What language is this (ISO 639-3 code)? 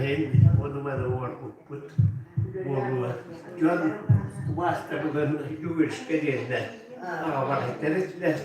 sah